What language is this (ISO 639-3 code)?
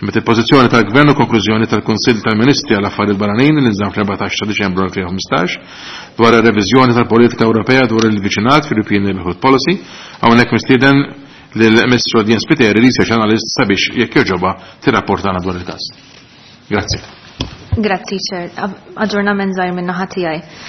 mlt